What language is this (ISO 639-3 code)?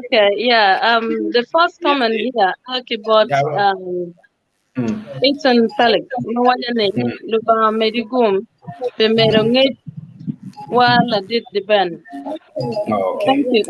ach